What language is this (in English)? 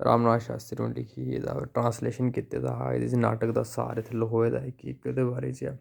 Dogri